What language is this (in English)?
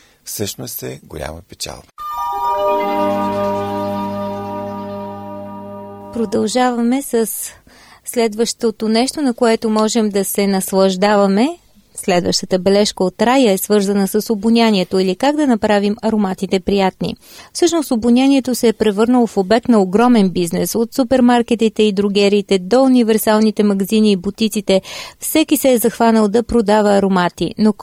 Bulgarian